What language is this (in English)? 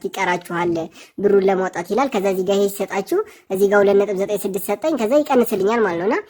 Amharic